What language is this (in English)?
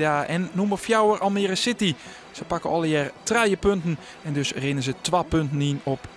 Western Frisian